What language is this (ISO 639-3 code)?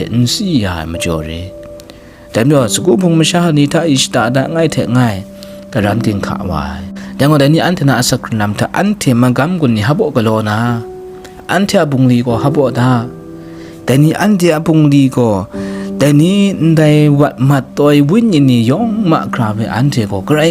kac